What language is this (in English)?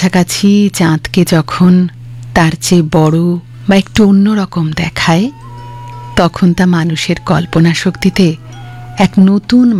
Bangla